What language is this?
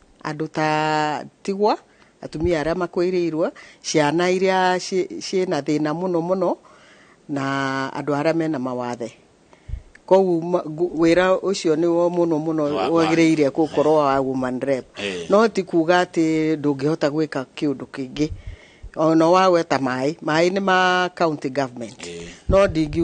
Kikuyu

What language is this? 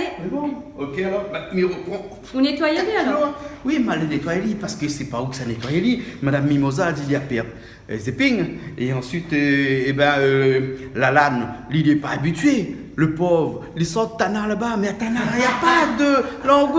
Réunion Creole French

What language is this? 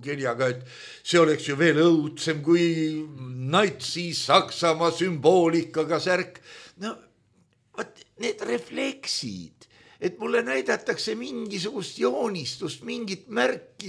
Estonian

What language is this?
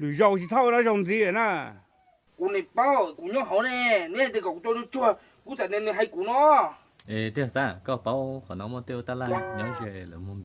Hmong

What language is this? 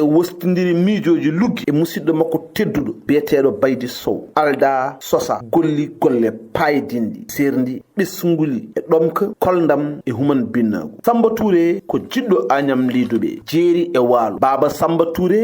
Fula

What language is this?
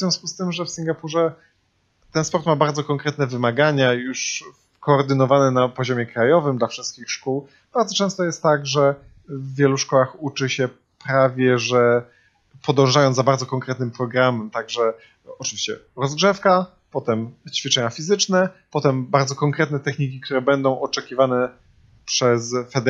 Polish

